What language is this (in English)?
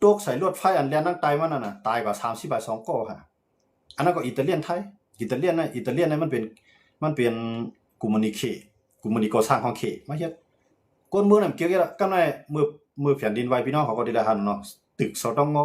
Shan